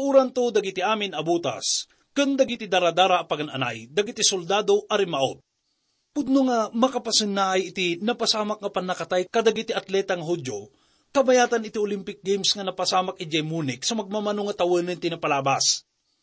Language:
Iloko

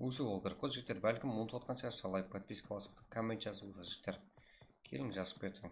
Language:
Kara-Kalpak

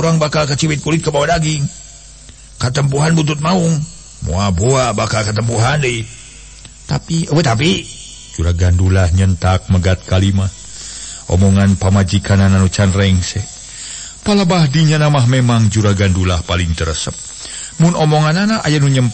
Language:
Sundanese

